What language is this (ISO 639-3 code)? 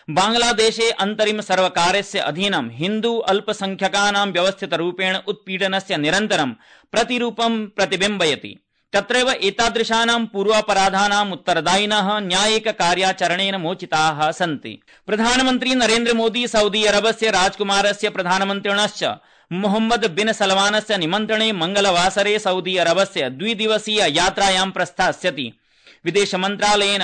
san